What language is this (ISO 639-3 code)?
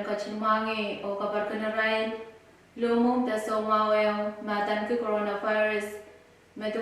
pon